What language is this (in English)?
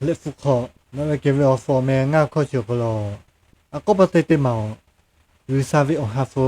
Lahu